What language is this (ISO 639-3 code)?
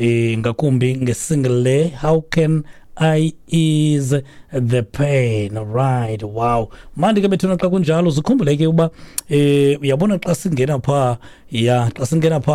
xho